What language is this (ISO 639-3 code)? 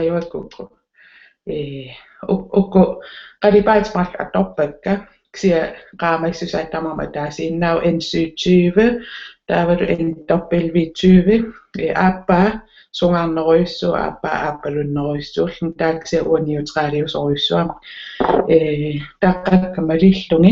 kal